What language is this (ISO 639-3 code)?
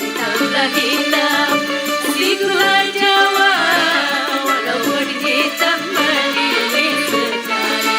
bew